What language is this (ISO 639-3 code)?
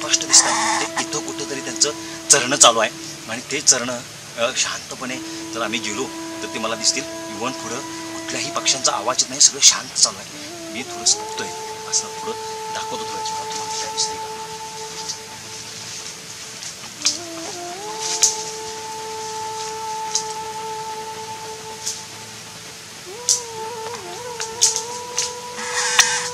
mar